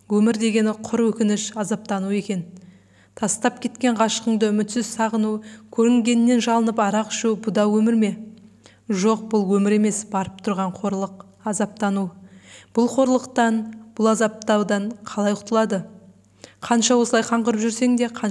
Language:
Kazakh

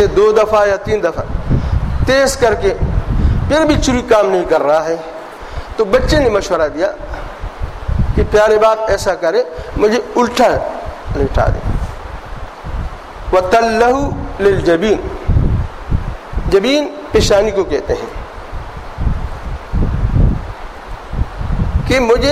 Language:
Urdu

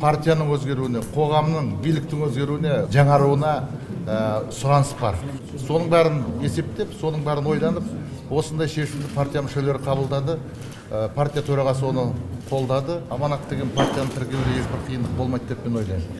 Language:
Kazakh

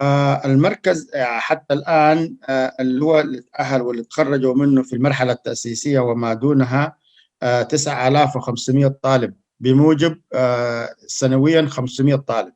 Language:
Sudanese Arabic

